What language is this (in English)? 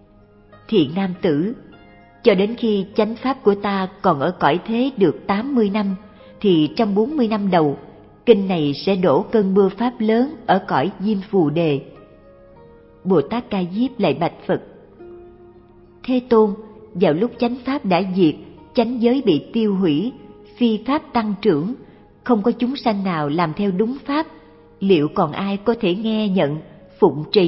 Vietnamese